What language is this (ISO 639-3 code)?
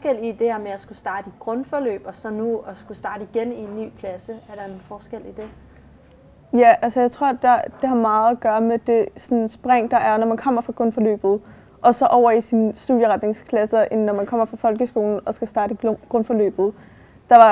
dan